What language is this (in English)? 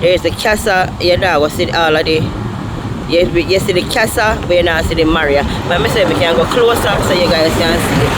Jamaican Creole English